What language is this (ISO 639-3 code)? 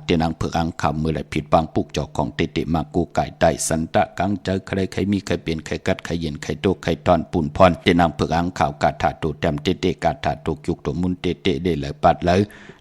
shn